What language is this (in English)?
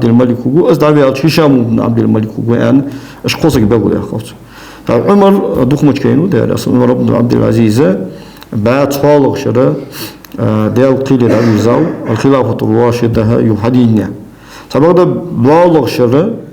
Ingush